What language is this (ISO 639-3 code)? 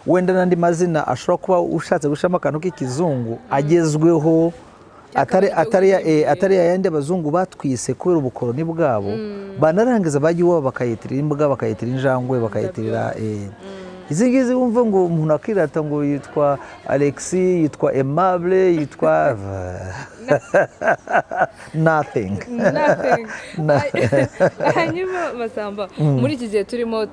kin